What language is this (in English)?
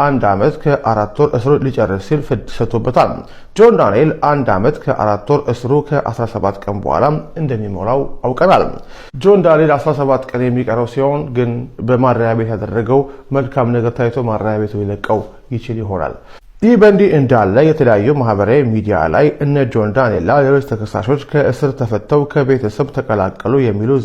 Amharic